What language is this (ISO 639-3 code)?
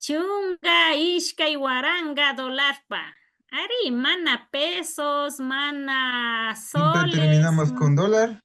qvi